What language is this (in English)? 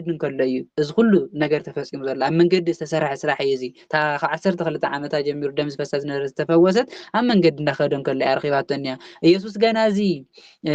Tigrinya